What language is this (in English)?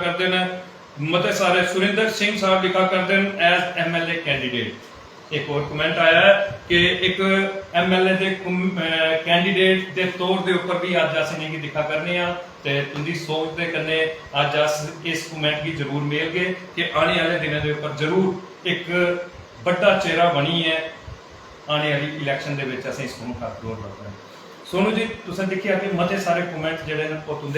Dogri